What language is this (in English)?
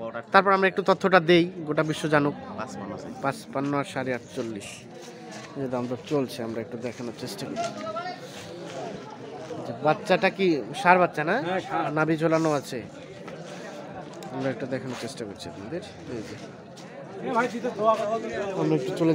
Bangla